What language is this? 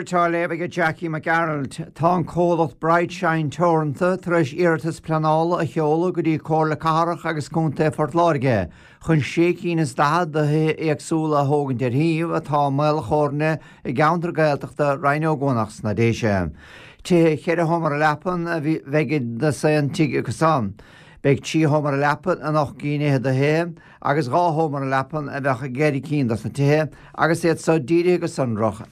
Irish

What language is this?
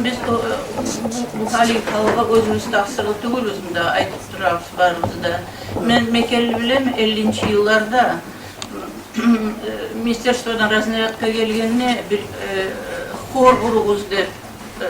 Kumyk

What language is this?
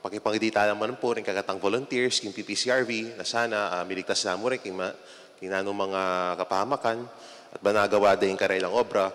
Pampanga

